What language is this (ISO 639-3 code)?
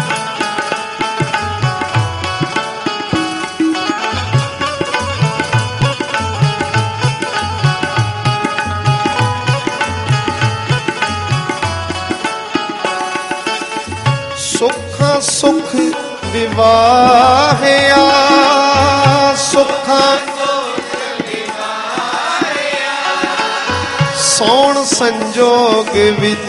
pan